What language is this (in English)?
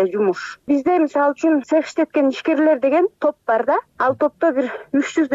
Kyrgyz